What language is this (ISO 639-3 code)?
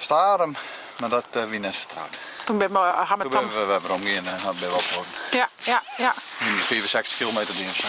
fry